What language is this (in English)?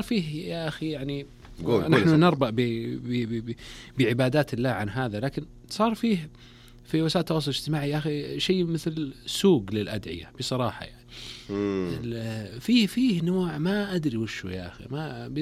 Najdi Arabic